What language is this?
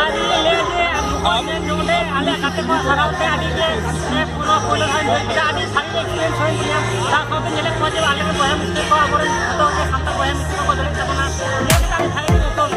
Santali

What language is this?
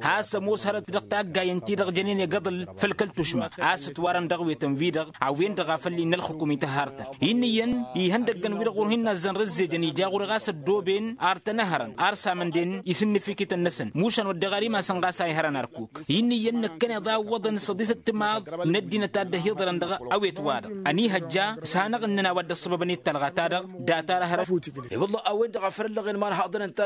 Tamasheq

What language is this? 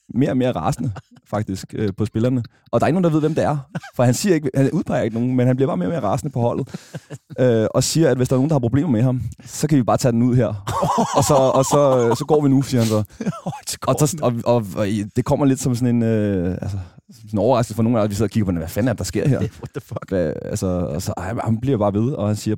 Danish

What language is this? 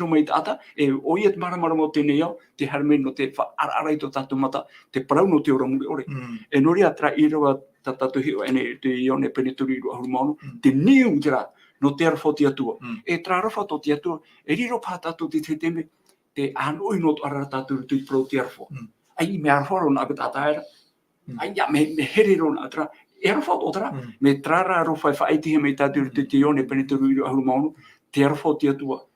Tahitian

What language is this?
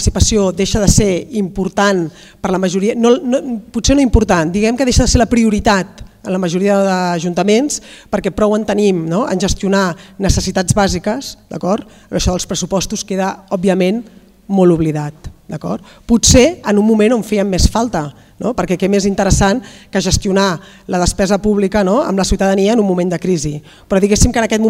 Catalan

